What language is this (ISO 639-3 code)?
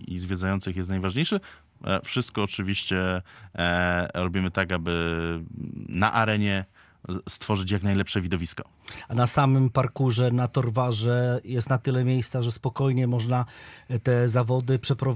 pol